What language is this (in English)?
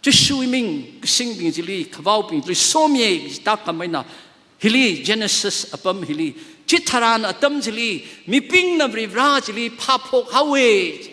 Tangkhul Naga (India)